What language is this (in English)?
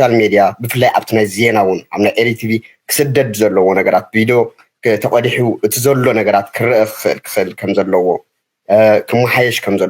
Tigrinya